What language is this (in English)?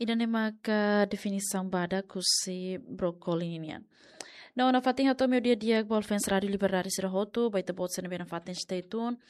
Tetum